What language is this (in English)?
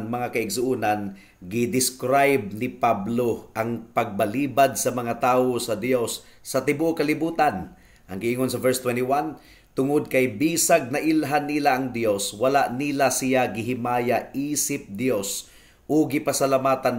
Cebuano